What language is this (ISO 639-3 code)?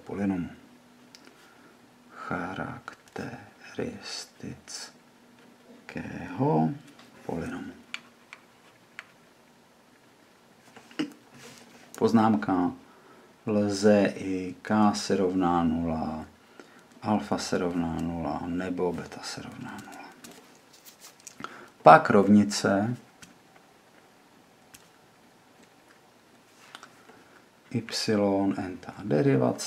ces